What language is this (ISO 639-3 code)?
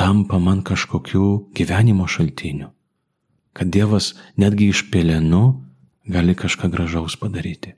lit